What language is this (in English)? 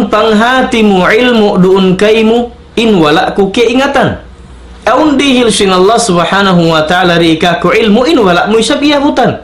Tausug